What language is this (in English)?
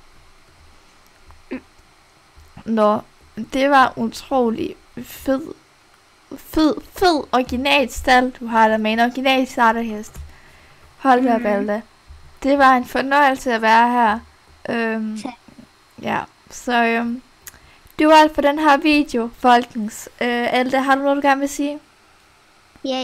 Danish